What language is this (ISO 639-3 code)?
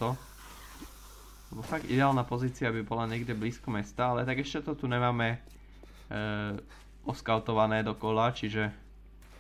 slk